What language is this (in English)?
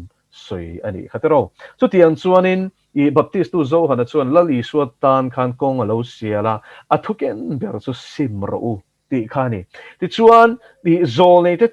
Mizo